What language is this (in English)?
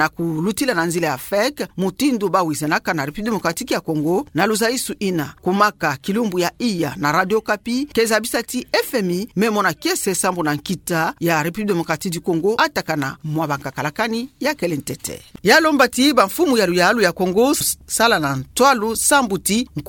Kituba (Democratic Republic of Congo)